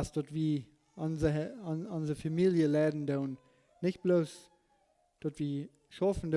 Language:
Plautdietsch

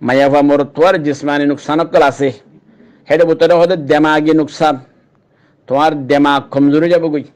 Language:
Rohingya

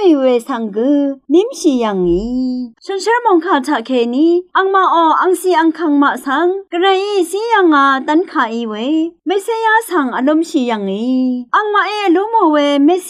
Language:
Rawang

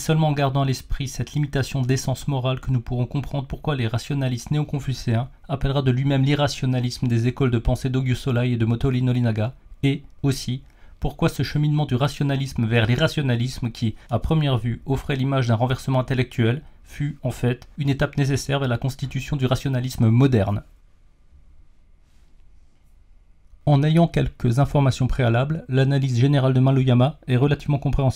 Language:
French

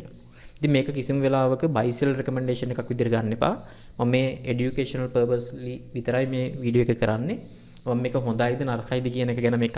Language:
Sinhala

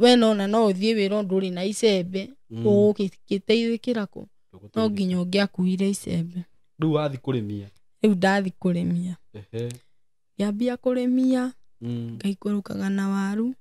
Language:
Kikuyu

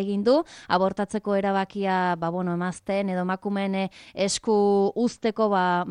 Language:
Basque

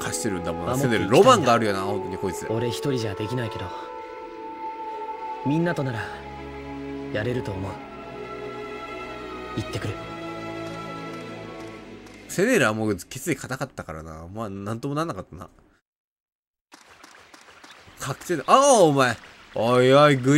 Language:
Japanese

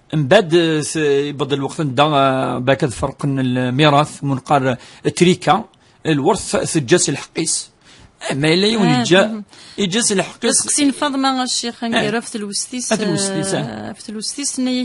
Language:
Kabyle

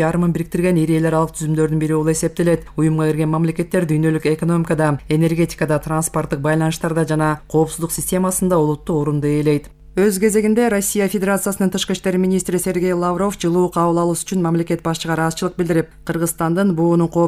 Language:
Kyrgyz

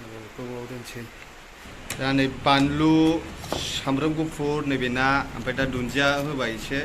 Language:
Bodo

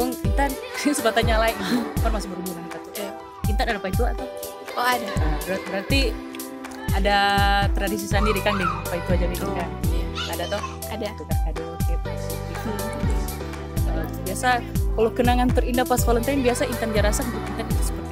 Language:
Manado Malay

